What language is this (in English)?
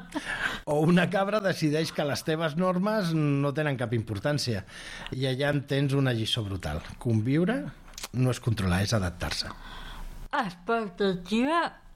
Catalan